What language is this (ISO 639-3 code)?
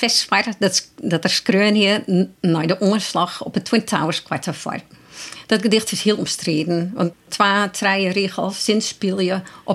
fry